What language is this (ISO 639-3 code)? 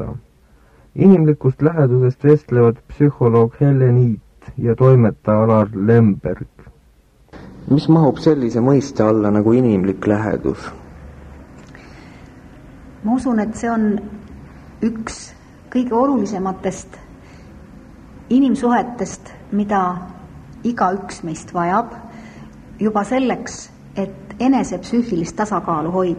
est